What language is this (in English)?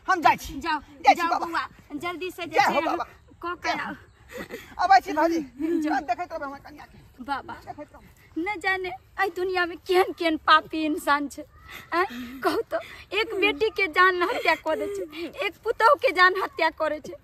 Maithili